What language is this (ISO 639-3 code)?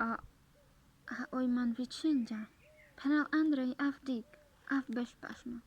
rmc